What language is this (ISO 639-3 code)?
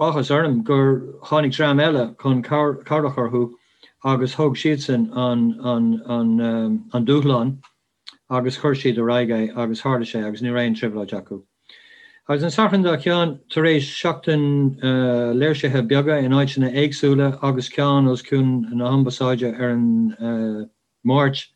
gle